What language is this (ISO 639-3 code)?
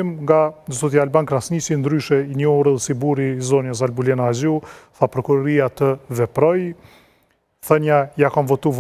sqi